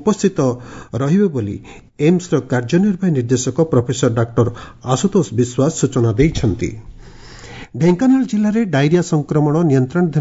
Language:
Odia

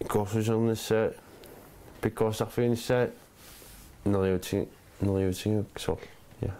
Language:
Kalaallisut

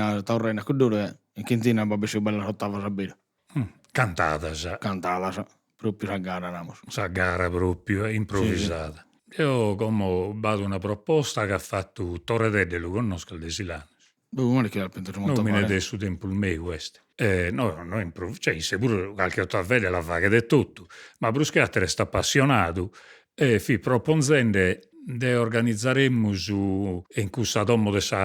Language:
Sardinian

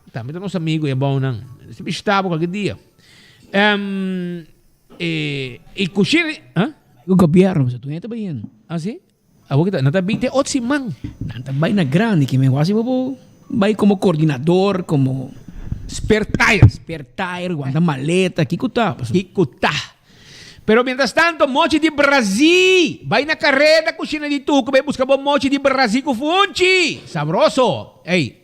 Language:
Papiamento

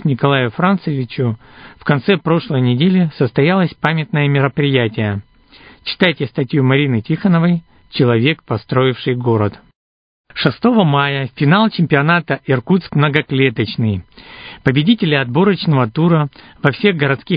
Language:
Russian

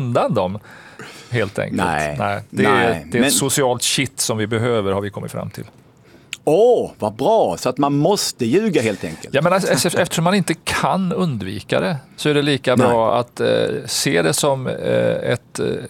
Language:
Swedish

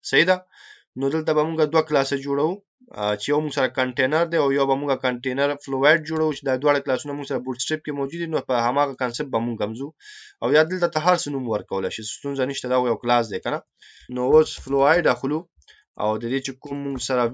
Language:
Pashto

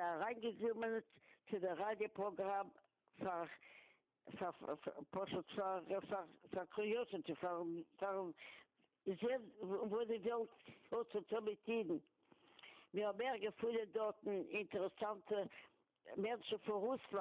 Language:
Yiddish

